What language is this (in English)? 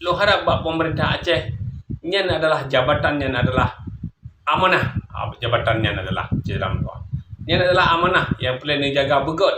Achinese